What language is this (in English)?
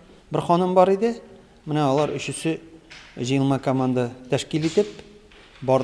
Tatar